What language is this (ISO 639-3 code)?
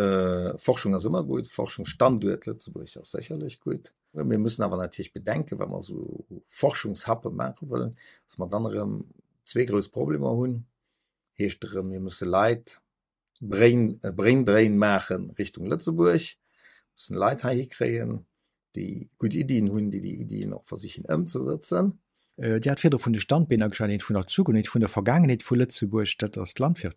ltz